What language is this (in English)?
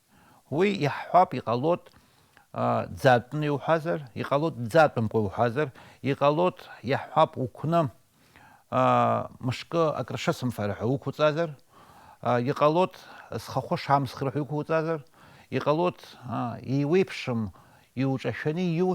Abkhazian